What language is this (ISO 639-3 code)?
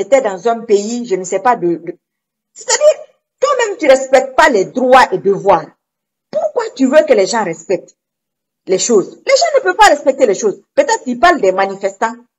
fra